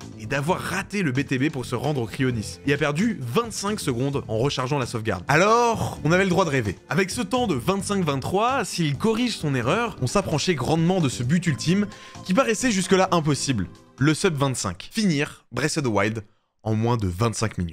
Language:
French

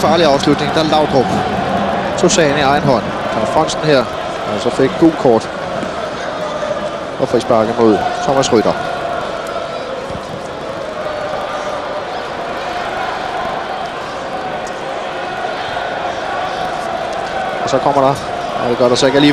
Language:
Danish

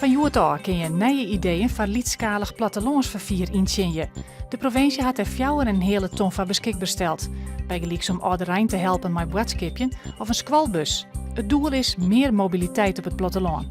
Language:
Western Frisian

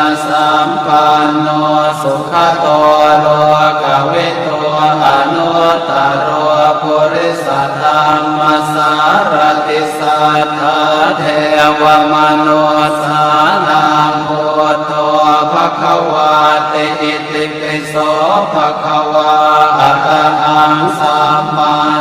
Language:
Pali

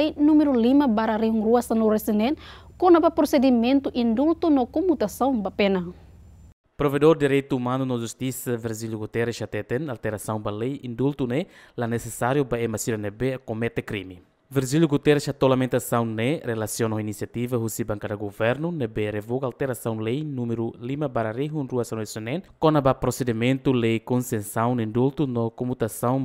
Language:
Tetum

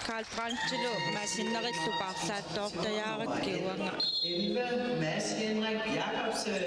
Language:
Kalaallisut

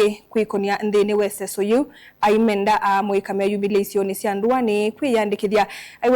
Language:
Kamba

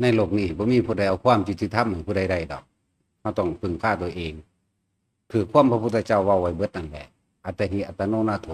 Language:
Northeastern Thai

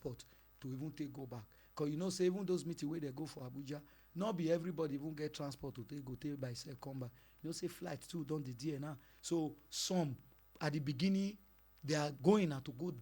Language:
Nigerian Pidgin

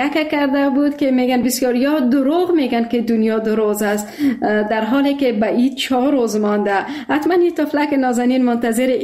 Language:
Persian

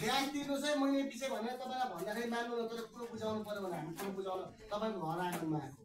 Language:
Nepali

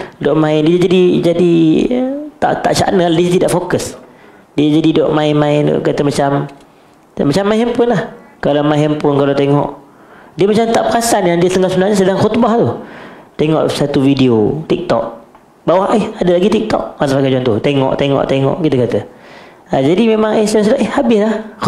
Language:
Malay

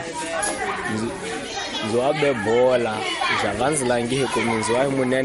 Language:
Tsonga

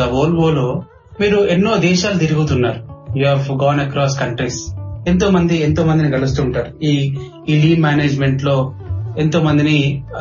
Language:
Telugu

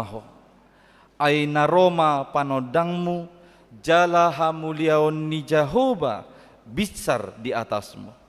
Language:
Batak Toba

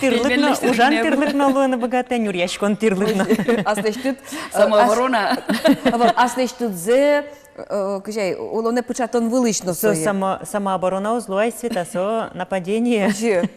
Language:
Udmurt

